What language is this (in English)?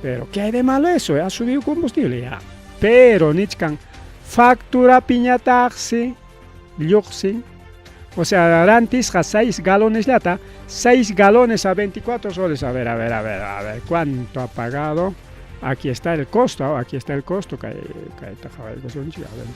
Ayacucho Quechua